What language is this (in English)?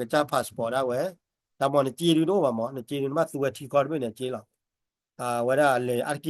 S'gaw Karen